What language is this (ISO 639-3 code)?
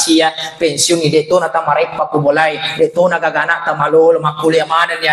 bug